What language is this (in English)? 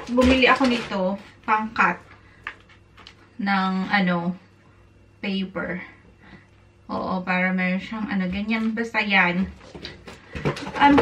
Filipino